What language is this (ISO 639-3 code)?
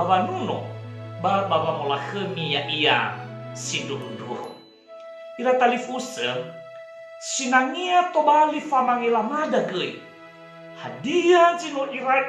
nia